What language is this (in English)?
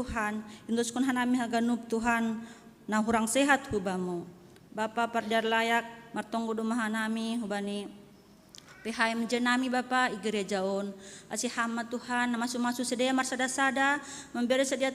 Batak Simalungun